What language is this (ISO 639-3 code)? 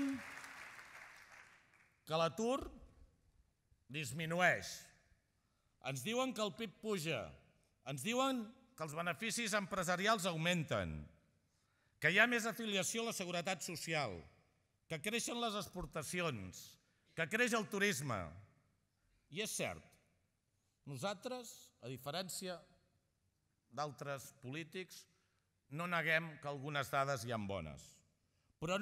cat